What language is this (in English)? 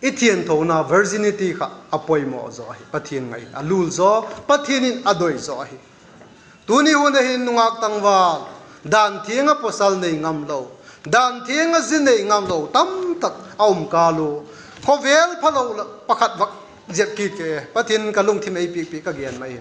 Vaiphei